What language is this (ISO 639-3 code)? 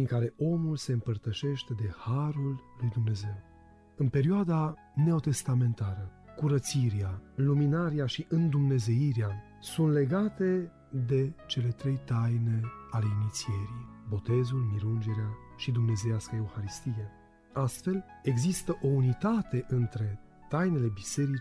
ron